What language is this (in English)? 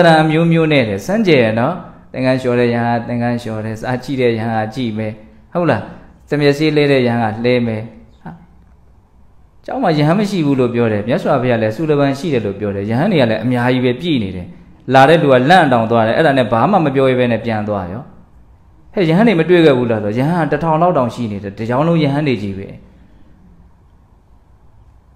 Burmese